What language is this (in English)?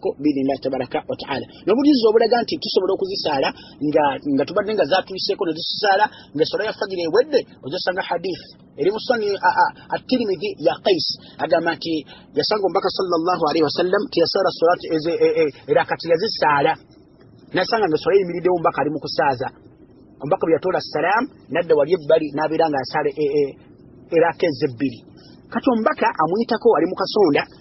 Ganda